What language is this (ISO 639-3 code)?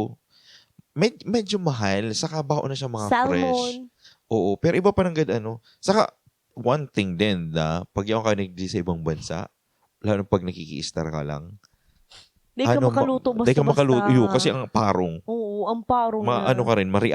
bik